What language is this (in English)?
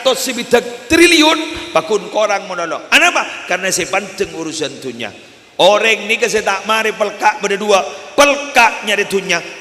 Madurese